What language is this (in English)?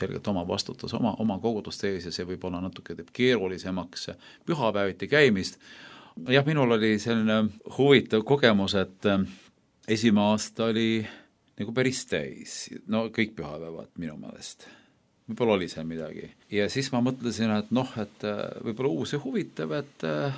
Estonian